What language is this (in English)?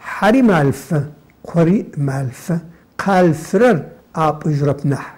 Adyghe